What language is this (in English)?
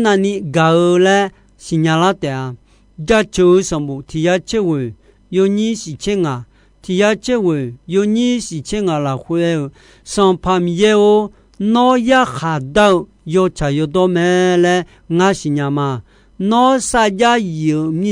Akha